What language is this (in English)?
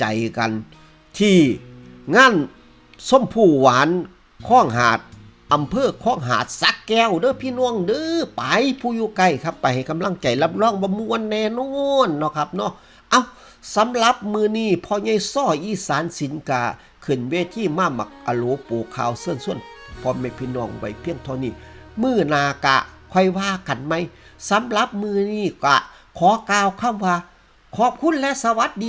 Northeastern Thai